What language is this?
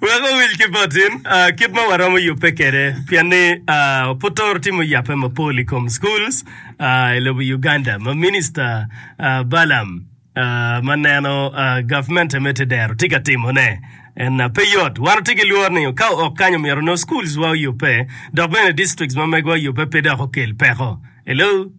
Acoli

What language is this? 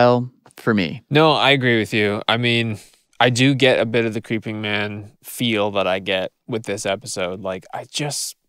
English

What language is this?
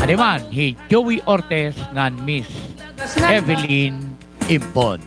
Waray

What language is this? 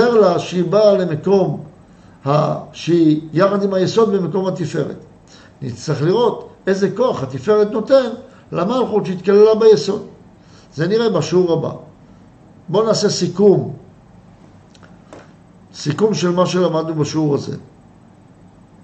Hebrew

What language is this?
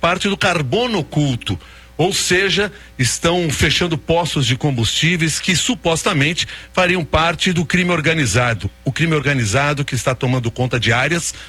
Portuguese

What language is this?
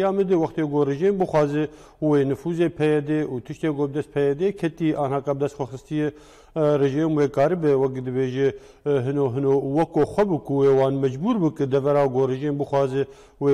Kurdish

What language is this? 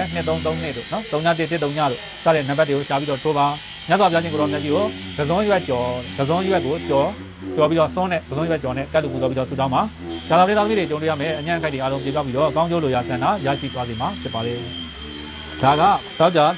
Burmese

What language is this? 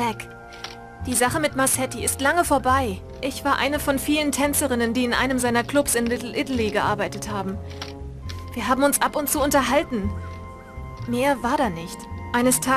Bavarian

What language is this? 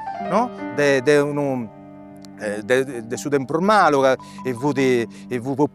Sardinian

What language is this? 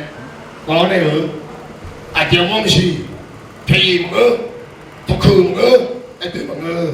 Akha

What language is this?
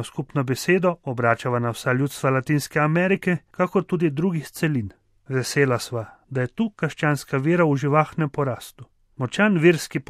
Slovenian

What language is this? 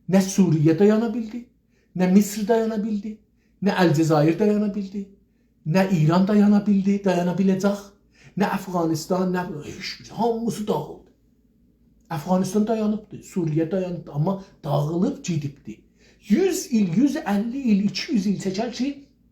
South Azerbaijani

